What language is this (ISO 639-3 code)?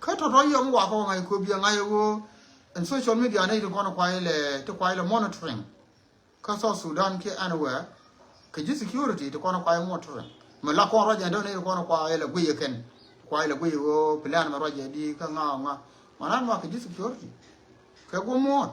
nus